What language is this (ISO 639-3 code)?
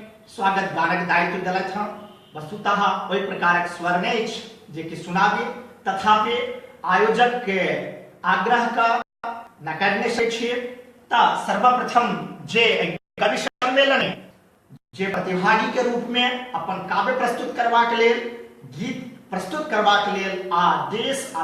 mai